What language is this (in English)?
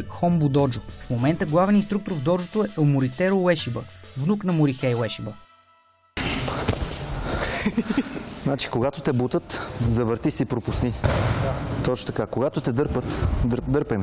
Bulgarian